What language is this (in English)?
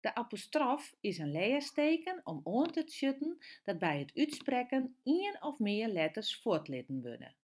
Western Frisian